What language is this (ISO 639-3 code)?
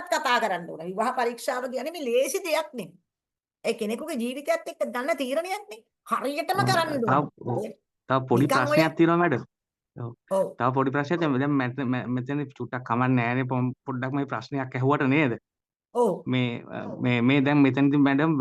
sin